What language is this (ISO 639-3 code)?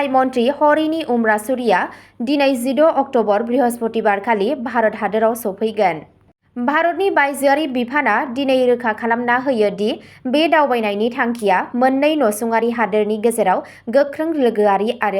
brx